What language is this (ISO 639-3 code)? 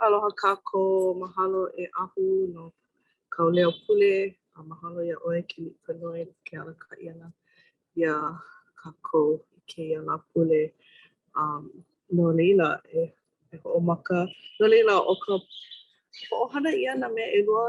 haw